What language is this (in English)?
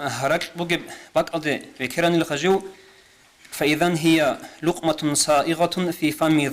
Avaric